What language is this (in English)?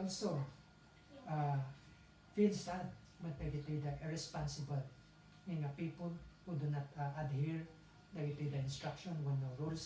Iloko